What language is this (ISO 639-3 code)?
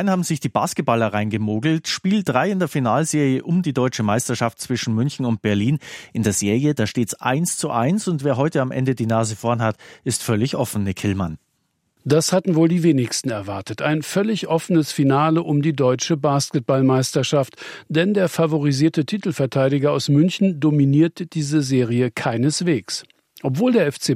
deu